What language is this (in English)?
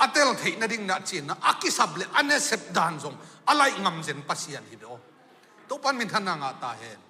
Tedim Chin